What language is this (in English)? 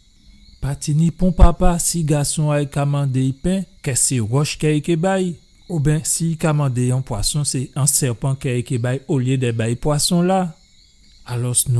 Guadeloupean Creole French